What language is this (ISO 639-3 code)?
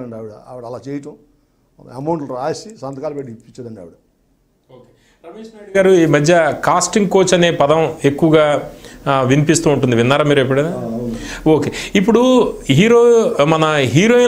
tel